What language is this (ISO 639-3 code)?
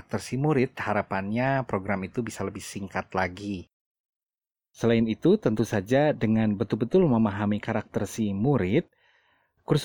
ind